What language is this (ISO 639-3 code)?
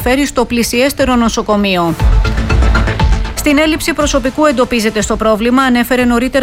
ell